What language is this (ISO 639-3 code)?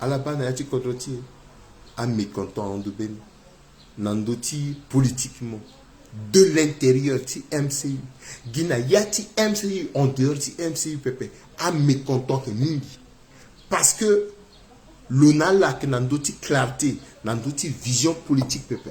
sag